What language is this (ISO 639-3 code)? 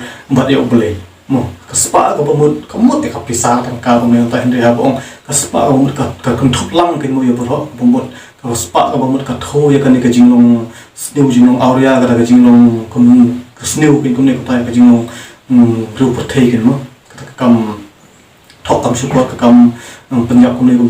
kha